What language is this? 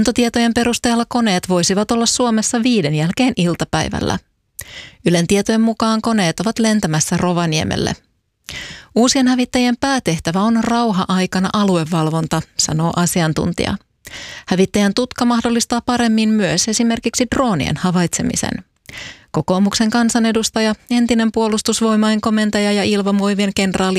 Finnish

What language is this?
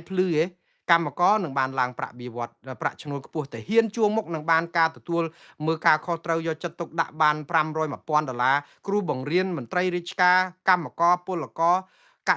Khmer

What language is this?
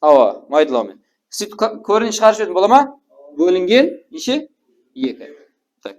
Kara-Kalpak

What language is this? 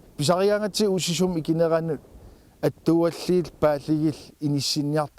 Kalaallisut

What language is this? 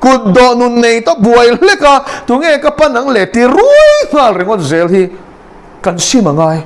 Mizo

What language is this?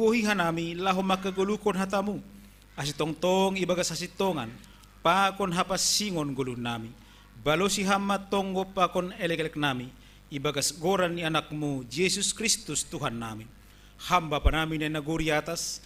Batak Simalungun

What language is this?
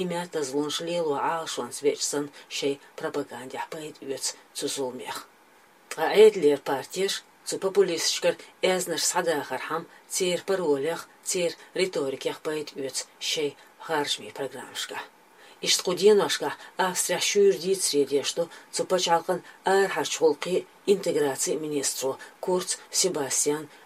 Chechen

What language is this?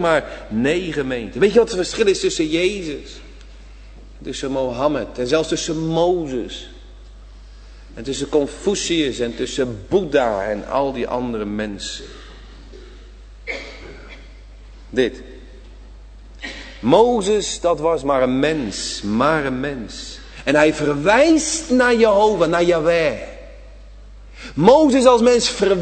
Dutch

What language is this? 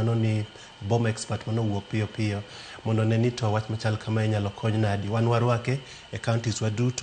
Luo (Kenya and Tanzania)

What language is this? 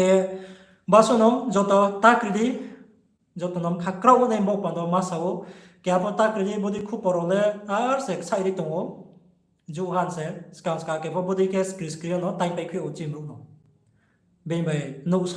Riang (India)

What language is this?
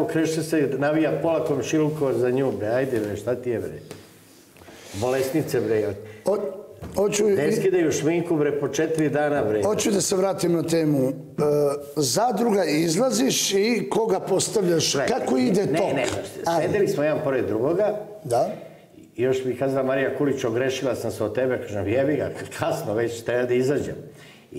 Serbian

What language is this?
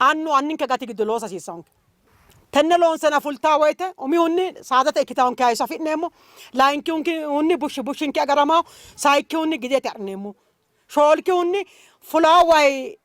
Sidamo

